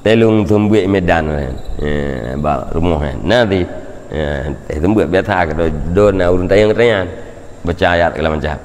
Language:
Achinese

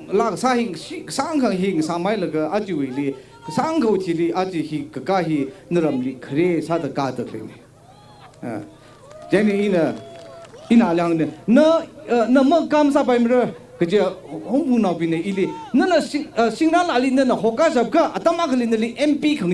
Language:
Tangkhul Naga (India)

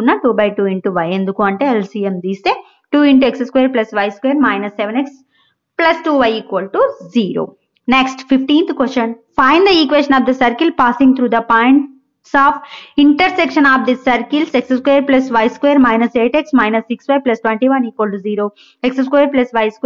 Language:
Telugu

